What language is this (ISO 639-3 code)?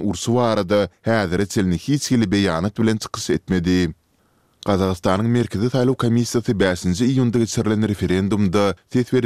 tuk